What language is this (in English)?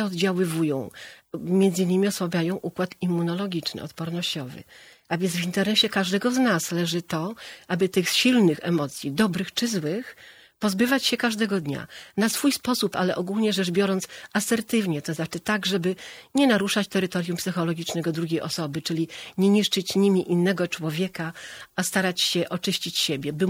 Polish